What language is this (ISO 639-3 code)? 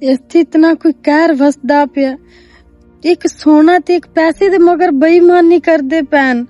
lah